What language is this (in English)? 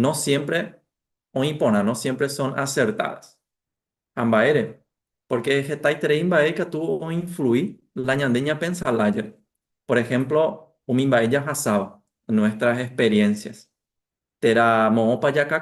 Guarani